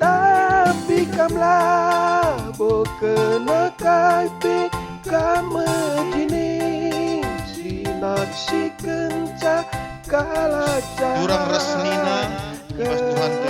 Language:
Batak Karo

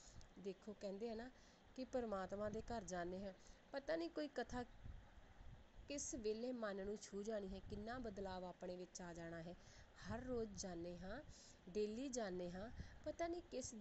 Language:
Punjabi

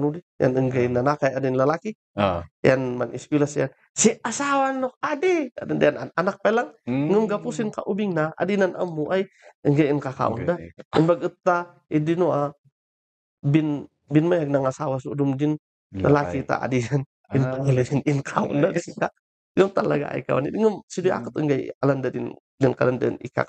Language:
Kankanaey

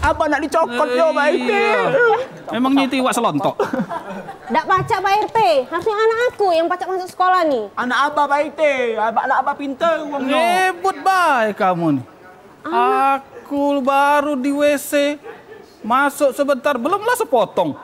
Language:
Musi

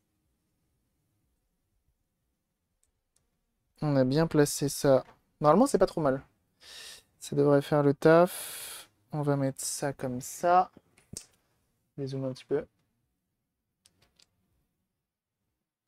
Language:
French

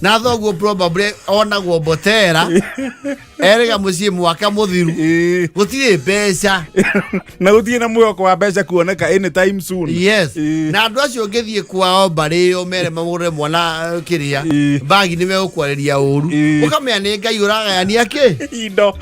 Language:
Kikuyu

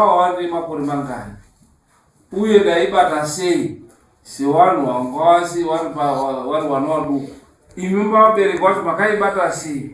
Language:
Shona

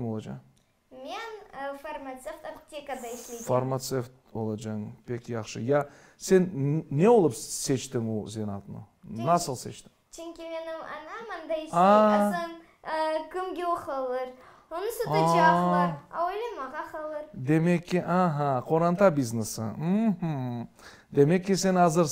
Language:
Crimean Tatar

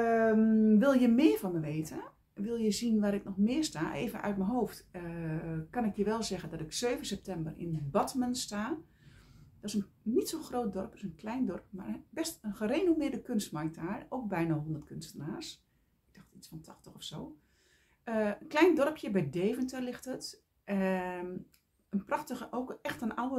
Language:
Dutch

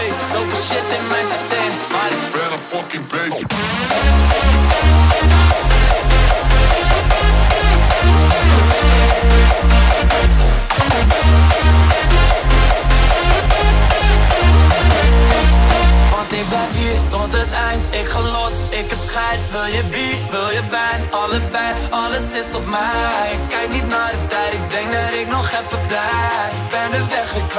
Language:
Dutch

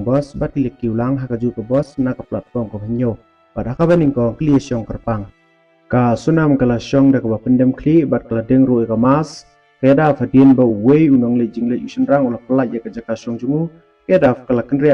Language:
Khasi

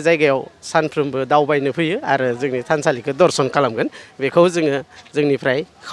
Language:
Bodo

